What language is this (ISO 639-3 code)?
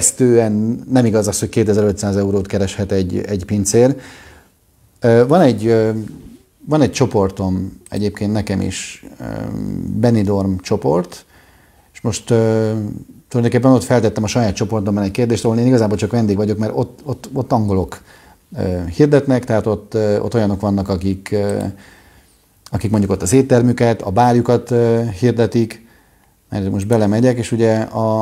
hun